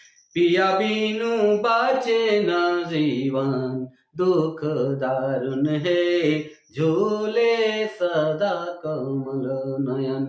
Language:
Sadri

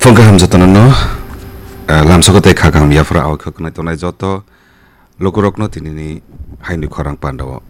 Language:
Kok Borok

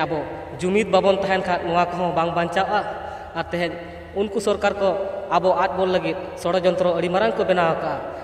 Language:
Santali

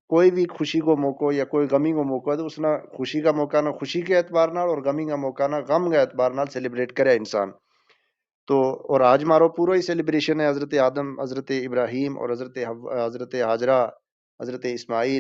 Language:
Gujari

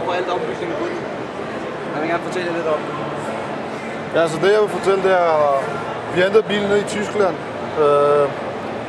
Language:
Danish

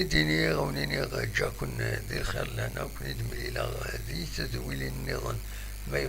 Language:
Kabyle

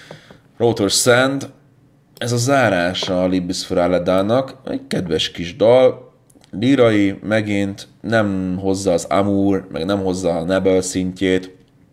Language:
Hungarian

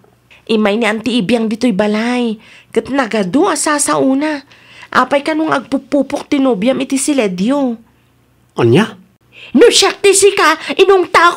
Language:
Iloko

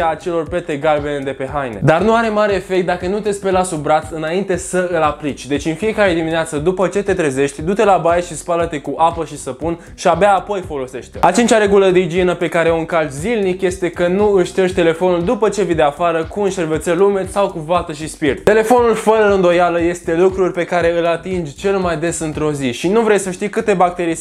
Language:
Romanian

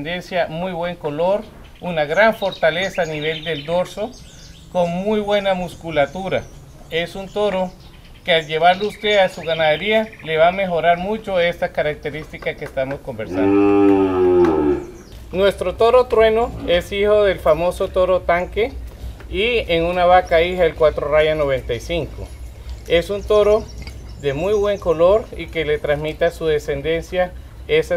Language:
Spanish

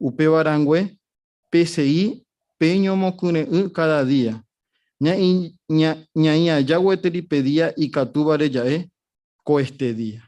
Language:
Guarani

